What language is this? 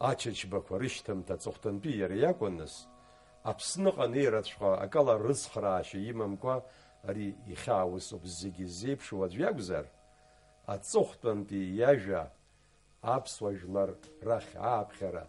Abkhazian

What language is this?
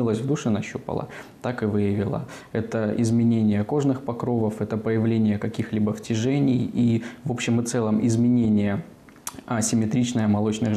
Russian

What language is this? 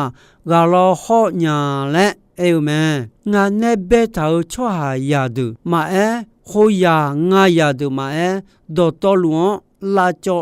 Akha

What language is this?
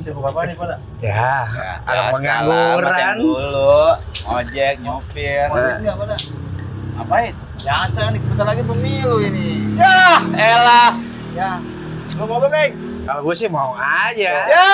Betawi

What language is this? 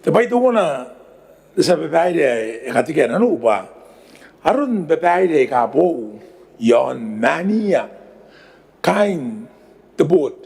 Gilbertese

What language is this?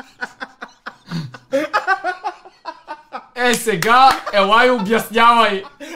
Bulgarian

